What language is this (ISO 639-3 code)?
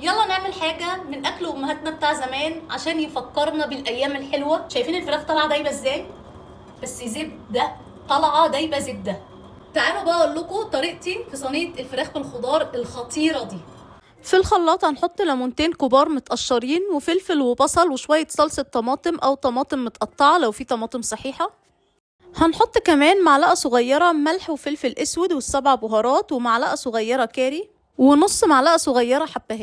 arz